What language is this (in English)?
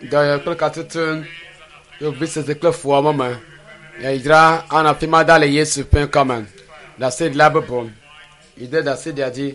Ewe